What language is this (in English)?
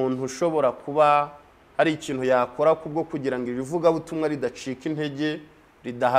Kinyarwanda